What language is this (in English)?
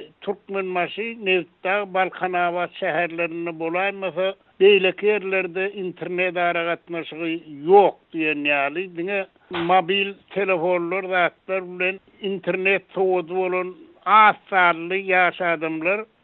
Turkmen